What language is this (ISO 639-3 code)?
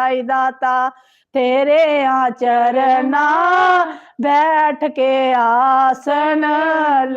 doi